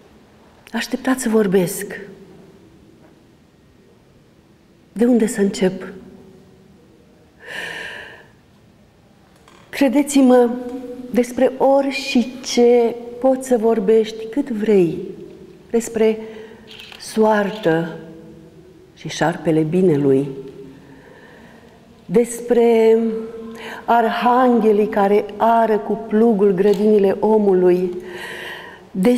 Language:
Romanian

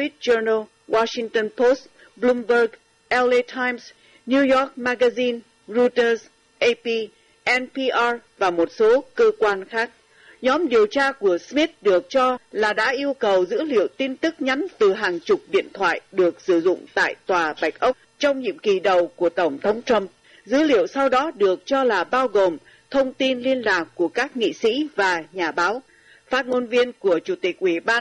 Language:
Vietnamese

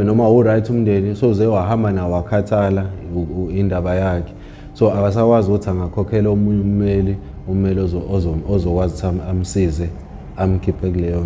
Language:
Zulu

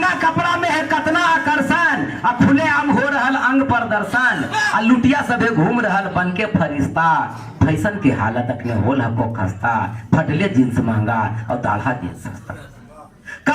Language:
Magahi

